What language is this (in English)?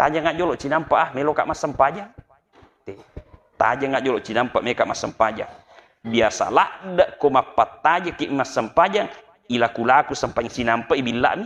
Buginese